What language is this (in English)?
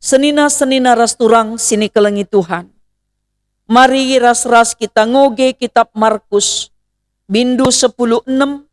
Batak Karo